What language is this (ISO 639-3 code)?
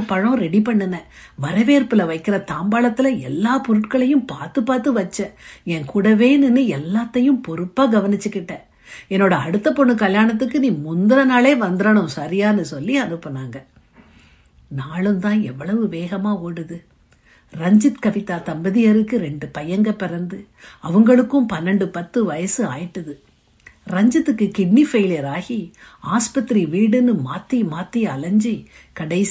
tam